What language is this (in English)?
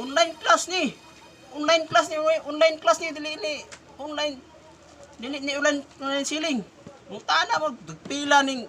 Cebuano